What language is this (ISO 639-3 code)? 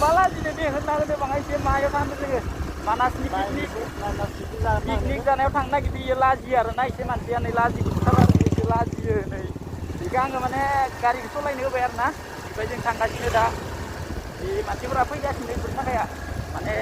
brx